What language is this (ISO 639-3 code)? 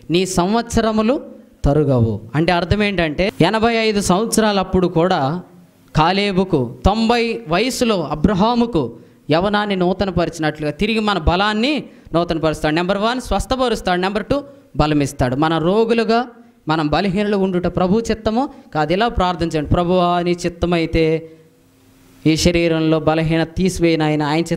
tel